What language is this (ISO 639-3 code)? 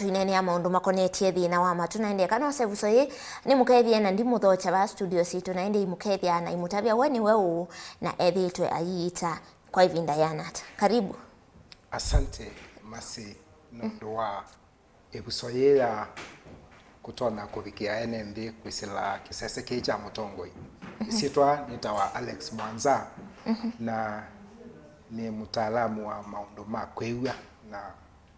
kam